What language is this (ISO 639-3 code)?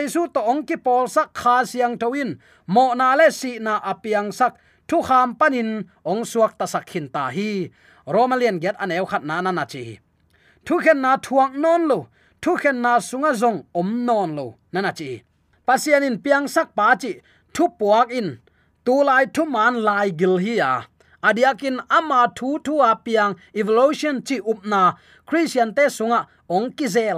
ctd